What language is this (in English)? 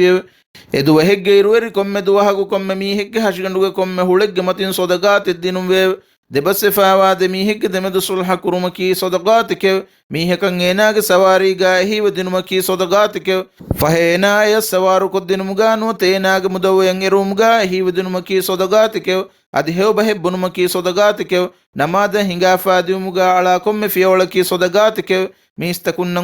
Divehi